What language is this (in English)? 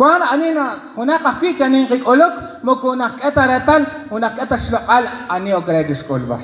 Kekchí